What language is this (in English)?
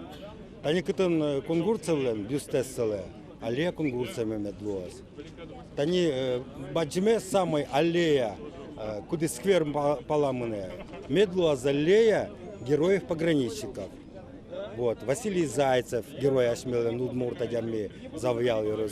Udmurt